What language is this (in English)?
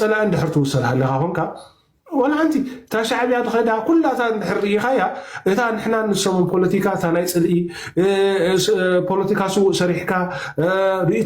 Tigrinya